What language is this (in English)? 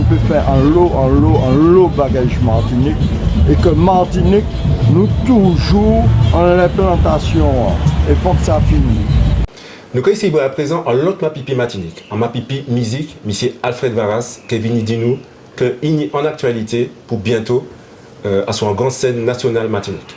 Guadeloupean Creole French